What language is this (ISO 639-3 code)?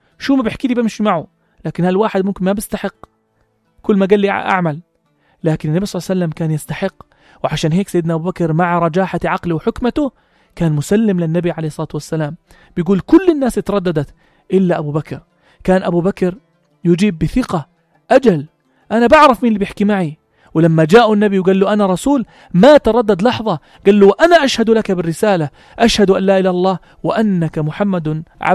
apc